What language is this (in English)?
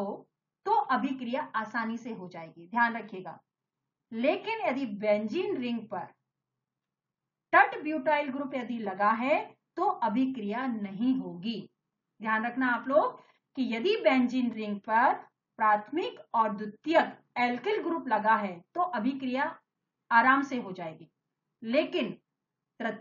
Hindi